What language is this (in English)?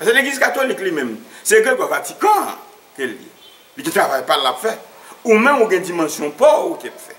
Haitian Creole